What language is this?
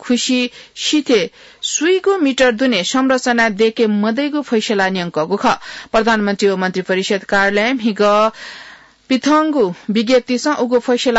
Newari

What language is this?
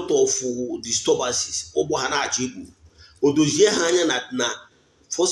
Igbo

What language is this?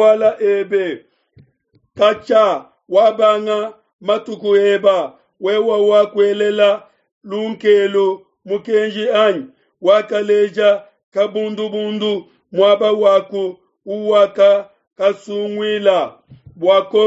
Luba-Lulua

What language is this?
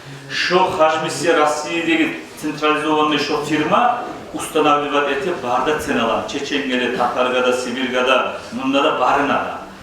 Kumyk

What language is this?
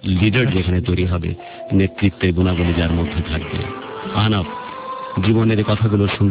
Bangla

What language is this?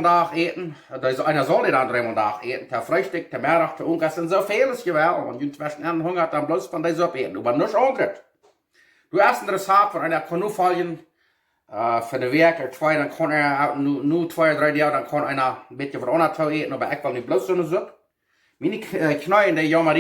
Plautdietsch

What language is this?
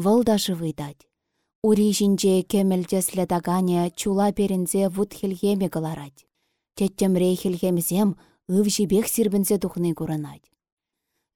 Chuvash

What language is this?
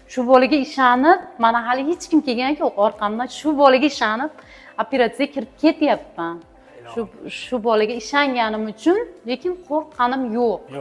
Uzbek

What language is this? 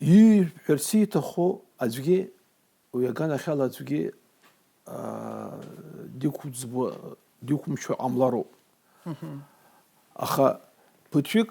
Abkhazian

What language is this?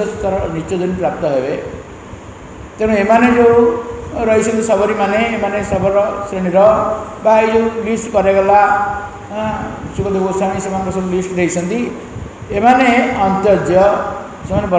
Odia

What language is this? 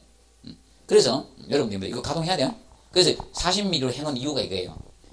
Korean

